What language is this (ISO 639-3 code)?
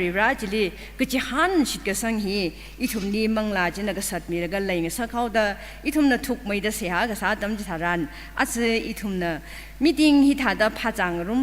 nmf